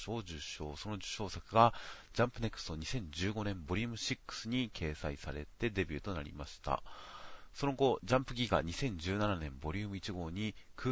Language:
Japanese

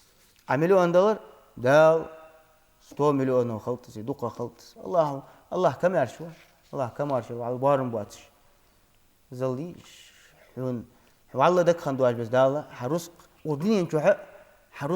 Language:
Ingush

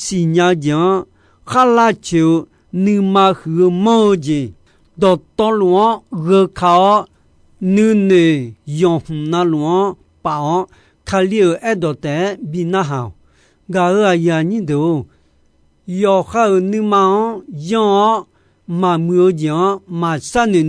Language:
Akha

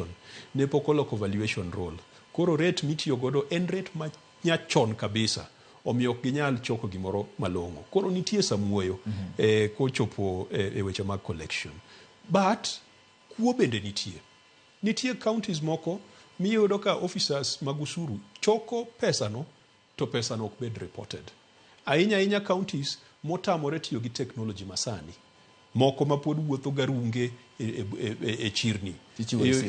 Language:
Luo (Kenya and Tanzania)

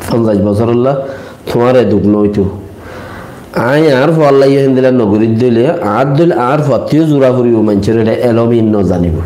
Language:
Rohingya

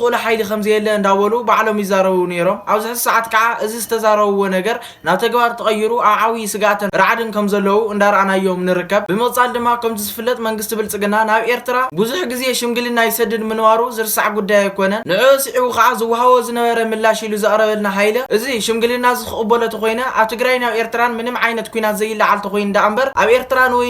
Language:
Tigrinya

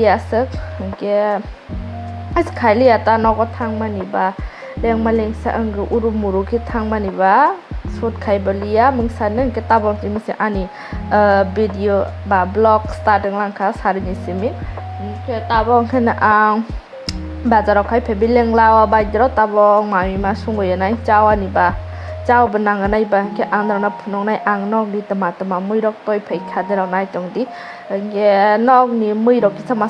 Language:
Kok Borok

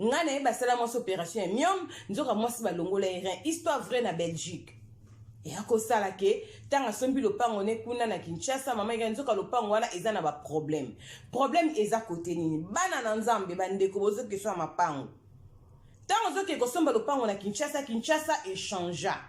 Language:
Lingala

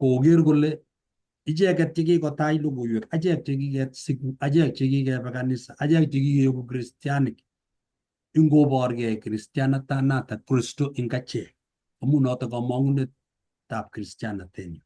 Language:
Kalenjin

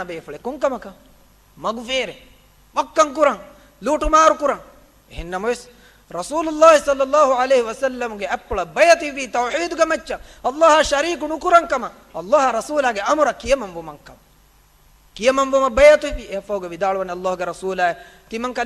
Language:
Divehi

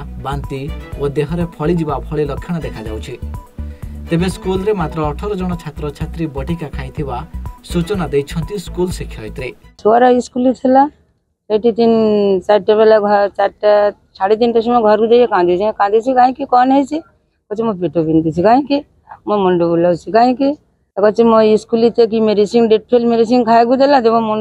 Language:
Odia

